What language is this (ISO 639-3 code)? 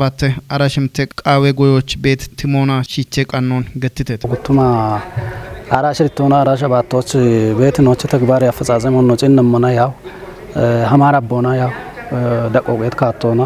kbr